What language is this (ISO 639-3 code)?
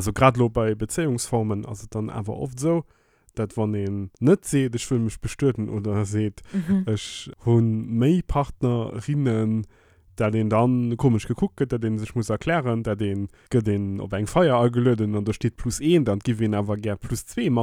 ltz